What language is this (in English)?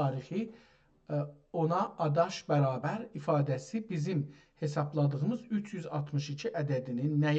South Azerbaijani